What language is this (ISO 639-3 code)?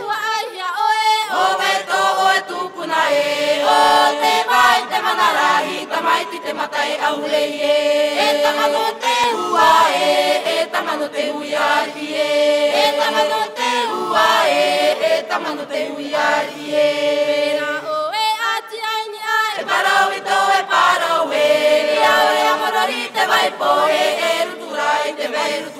tah